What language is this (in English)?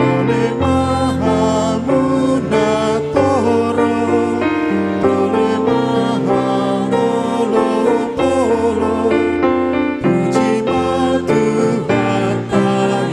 Batak Toba